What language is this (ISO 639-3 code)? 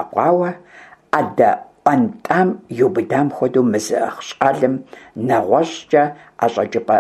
kbd